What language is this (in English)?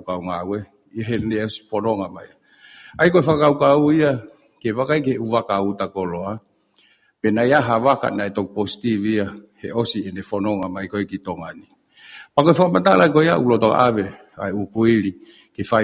Tongan